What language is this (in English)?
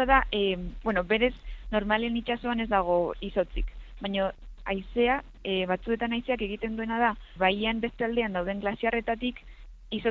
Basque